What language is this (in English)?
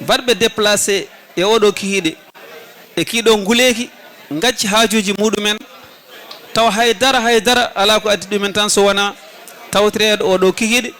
Fula